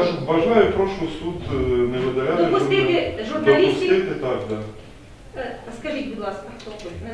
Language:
Ukrainian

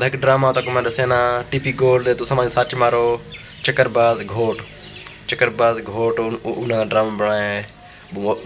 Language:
Saraiki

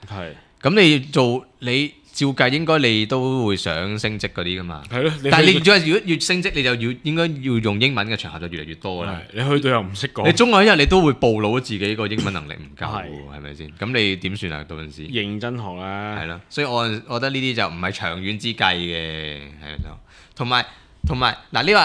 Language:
Cantonese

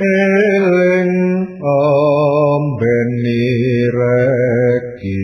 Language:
Javanese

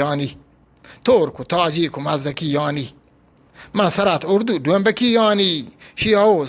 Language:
Eastern Balochi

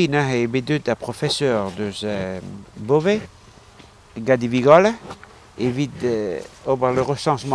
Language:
Breton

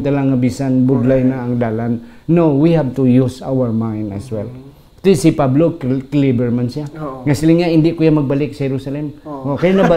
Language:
Hiligaynon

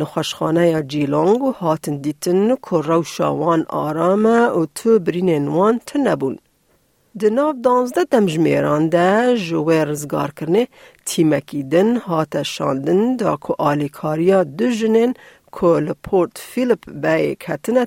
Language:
Kurdish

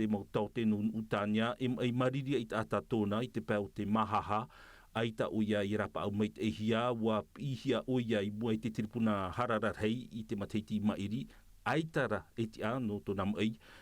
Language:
Tahitian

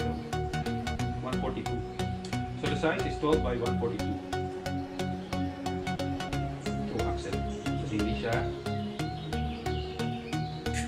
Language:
Filipino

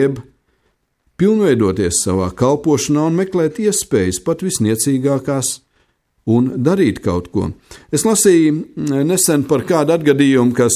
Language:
Latvian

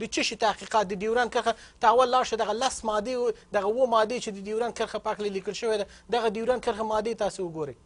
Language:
Pashto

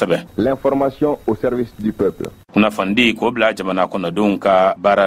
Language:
Bambara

